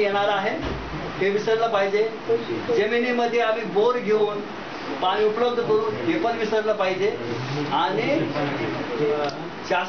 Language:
Marathi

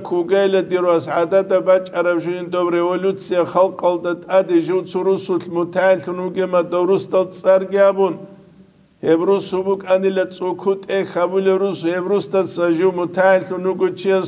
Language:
Avaric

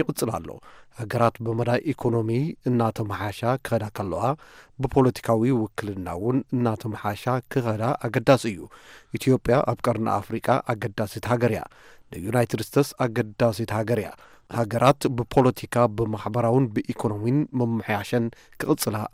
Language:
Tigrinya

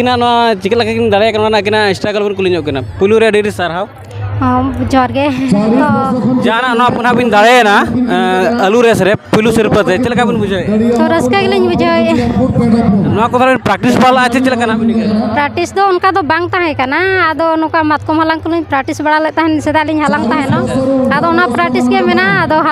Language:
Santali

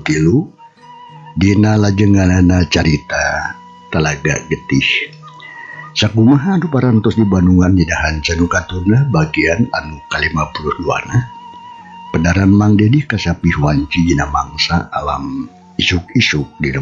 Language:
Sundanese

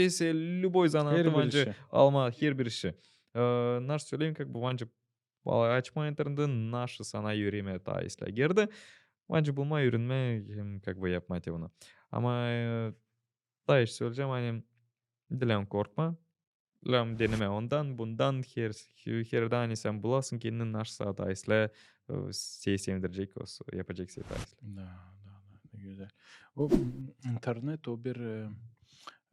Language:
Gagauz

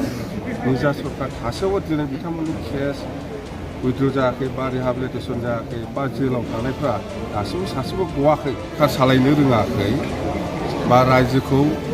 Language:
Bodo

